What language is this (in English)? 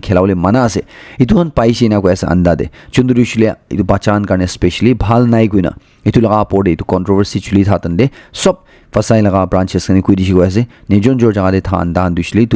Naga Pidgin